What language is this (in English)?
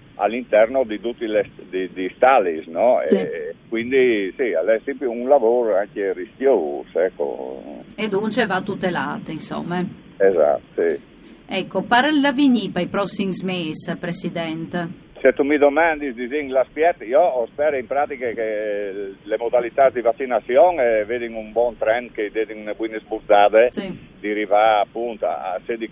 Friulian